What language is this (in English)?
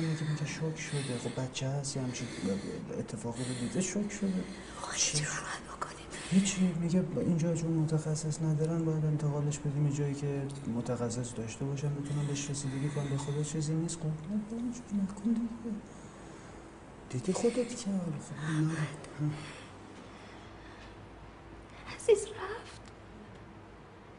Persian